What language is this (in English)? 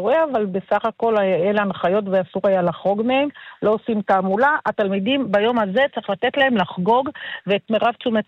Hebrew